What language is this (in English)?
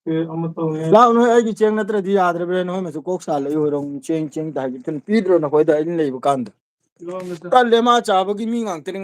Manipuri